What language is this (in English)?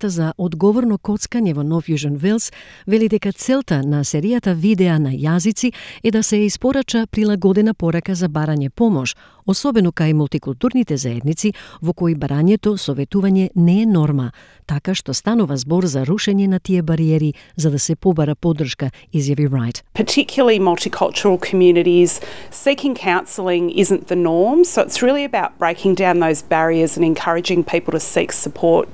Macedonian